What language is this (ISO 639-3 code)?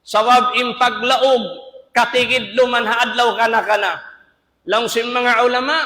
tsg